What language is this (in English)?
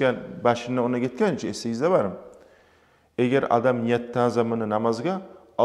Kumyk